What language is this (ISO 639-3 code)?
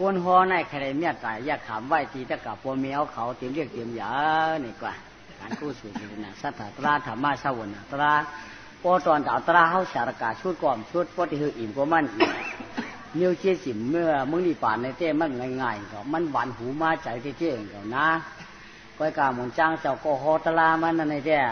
shn